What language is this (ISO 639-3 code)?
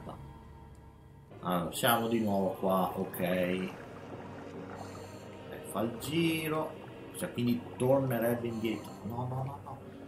ita